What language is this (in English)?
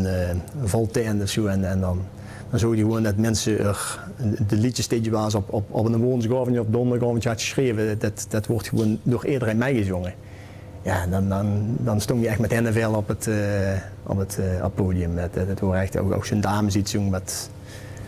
Limburgish